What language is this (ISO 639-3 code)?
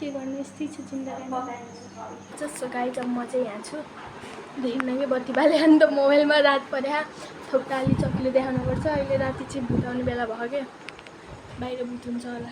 nep